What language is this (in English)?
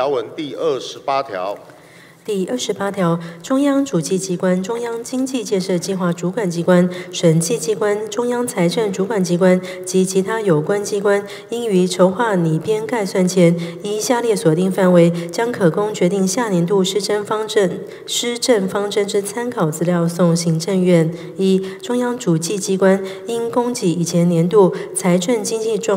Chinese